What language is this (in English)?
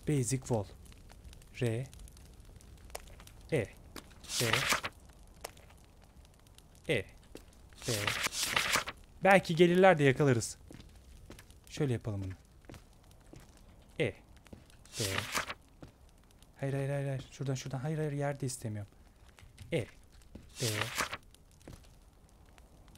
Turkish